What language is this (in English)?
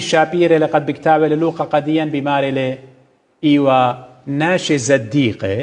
Assyrian Neo-Aramaic